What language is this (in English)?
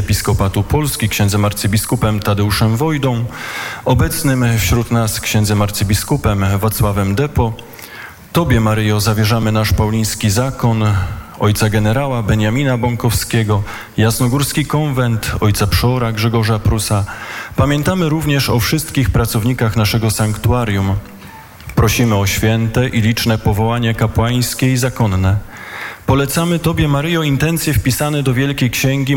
Polish